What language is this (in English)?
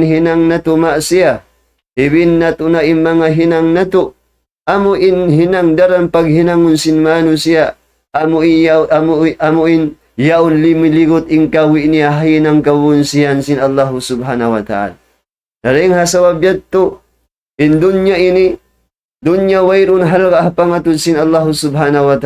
Tausug